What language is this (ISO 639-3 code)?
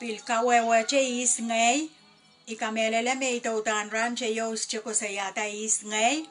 pon